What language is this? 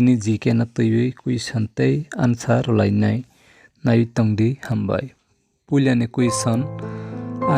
Kok Borok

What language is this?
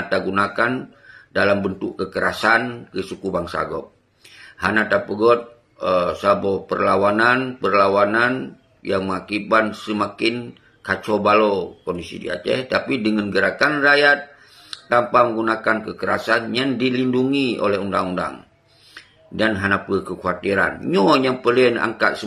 Achinese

